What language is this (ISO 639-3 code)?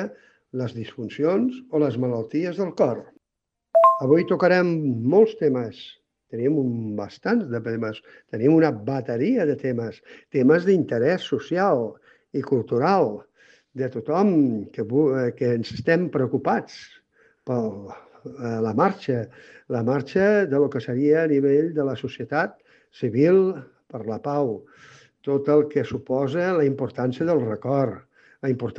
cat